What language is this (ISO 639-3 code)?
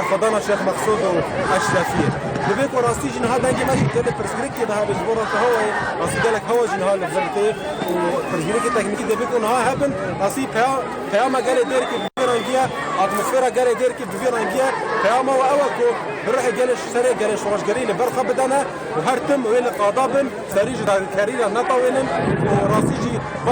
kur